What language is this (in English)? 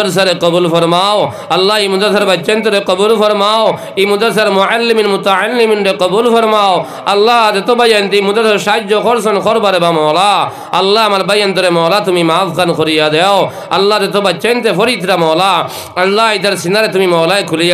Sylheti